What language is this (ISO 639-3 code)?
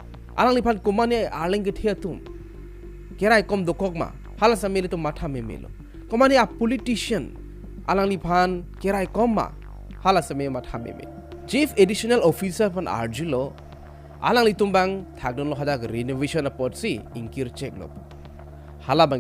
mjw